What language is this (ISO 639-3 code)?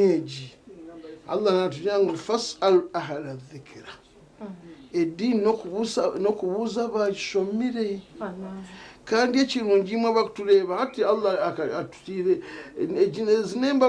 nyn